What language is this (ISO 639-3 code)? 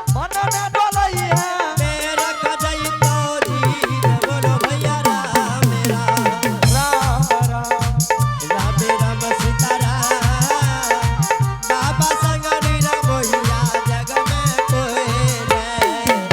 anp